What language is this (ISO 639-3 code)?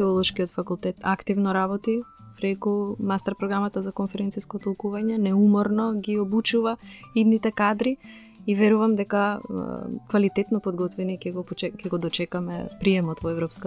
mkd